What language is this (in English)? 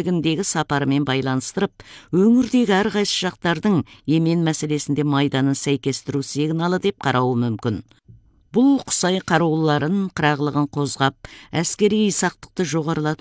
Kazakh